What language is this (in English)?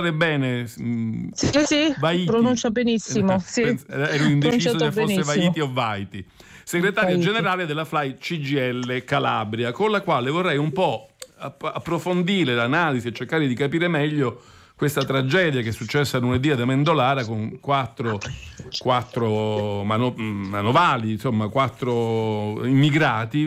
Italian